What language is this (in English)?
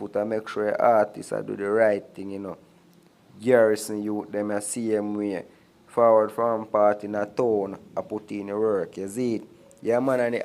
Jamaican Creole English